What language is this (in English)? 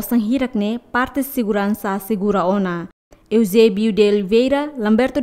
Tetum